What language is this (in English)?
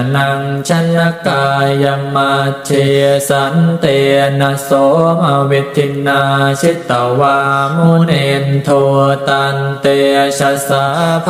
Pali